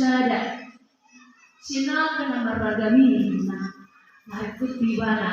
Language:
Batak Toba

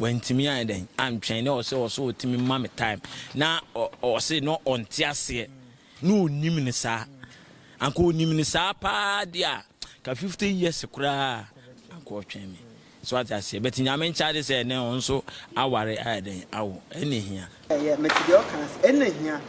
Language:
Akan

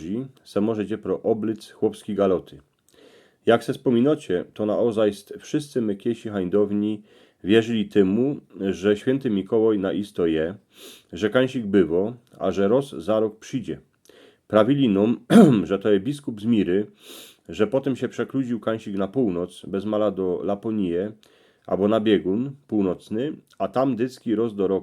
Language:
Silesian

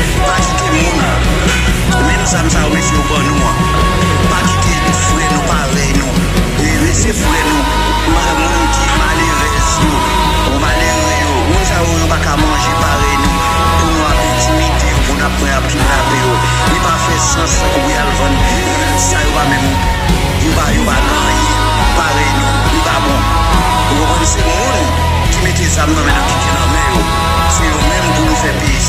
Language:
Haitian Creole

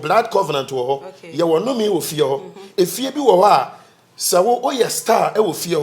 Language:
Akan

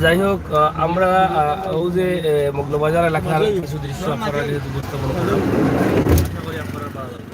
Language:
Sylheti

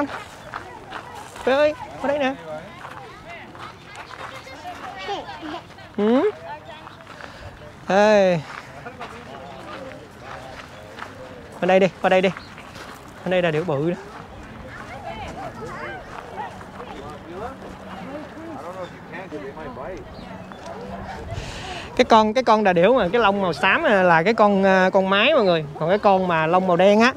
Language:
Vietnamese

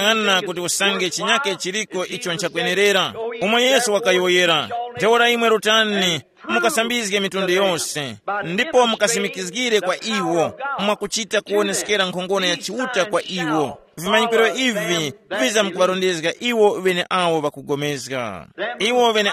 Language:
Tumbuka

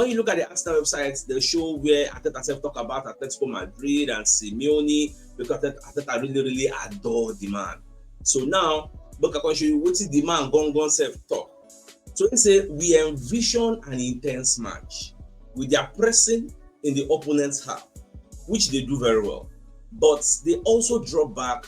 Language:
Nigerian Pidgin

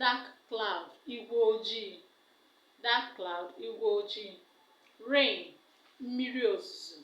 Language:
Igbo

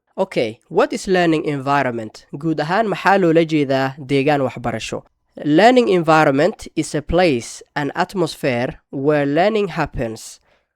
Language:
Somali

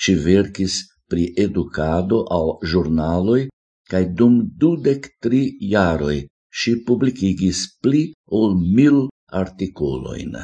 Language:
Esperanto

